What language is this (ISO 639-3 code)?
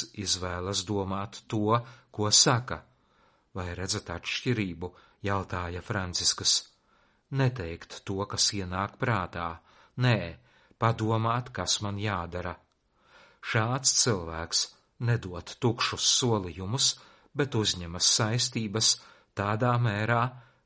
lav